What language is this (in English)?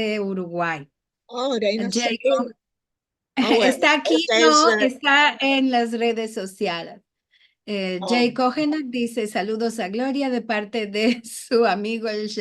Ladino